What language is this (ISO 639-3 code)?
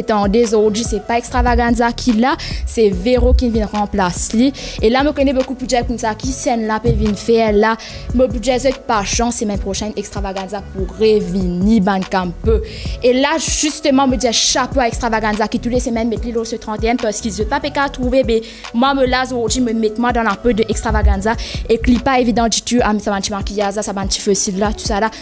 mfe